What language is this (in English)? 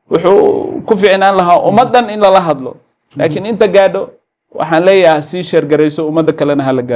Somali